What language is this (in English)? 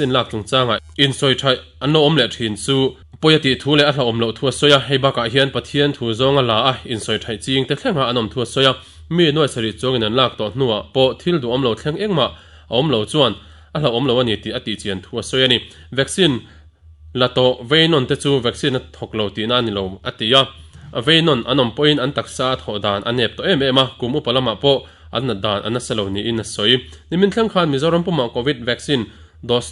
Mizo